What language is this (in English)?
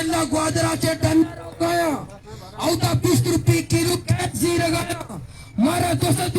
Baluchi